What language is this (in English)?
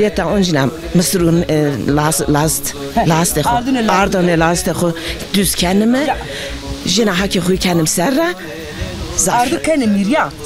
Zaza